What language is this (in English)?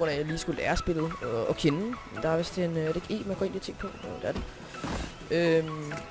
Danish